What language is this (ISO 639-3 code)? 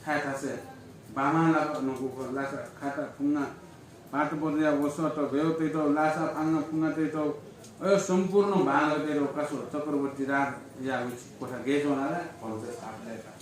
new